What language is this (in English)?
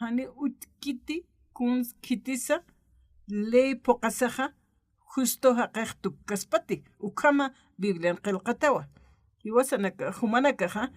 Aymara